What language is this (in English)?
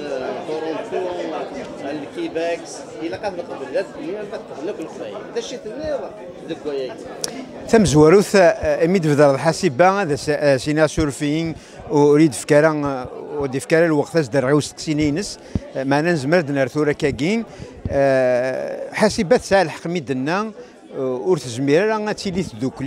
Kabyle